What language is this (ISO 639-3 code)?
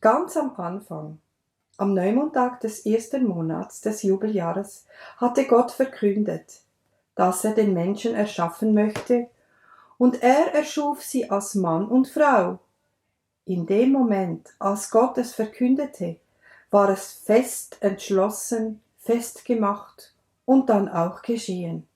gsw